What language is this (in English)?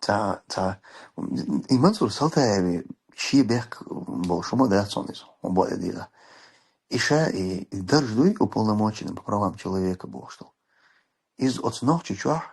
Chechen